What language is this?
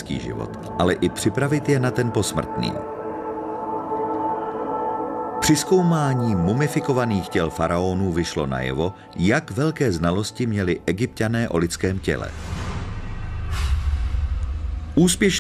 Czech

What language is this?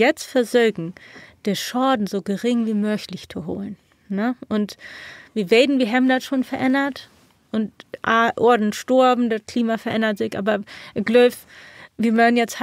Low German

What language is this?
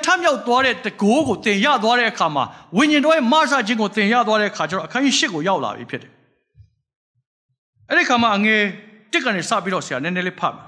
Burmese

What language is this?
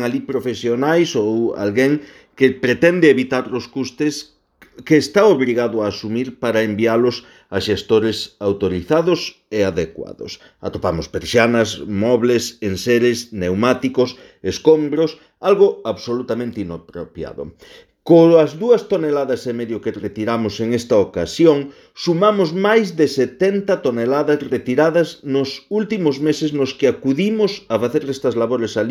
Galician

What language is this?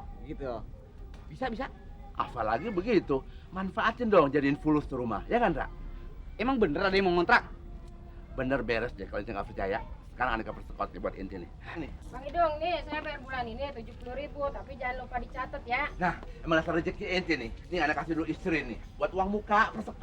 Betawi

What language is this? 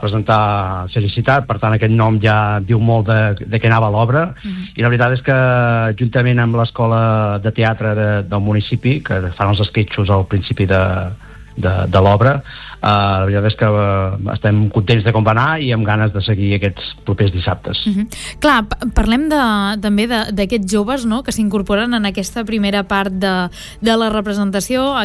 Catalan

